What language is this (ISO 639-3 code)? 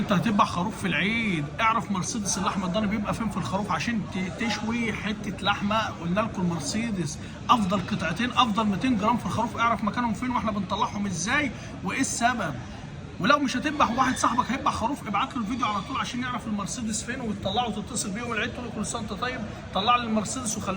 arz